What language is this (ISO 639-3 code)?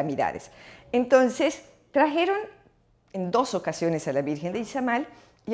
spa